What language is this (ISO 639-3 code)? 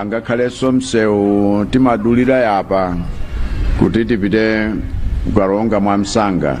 nya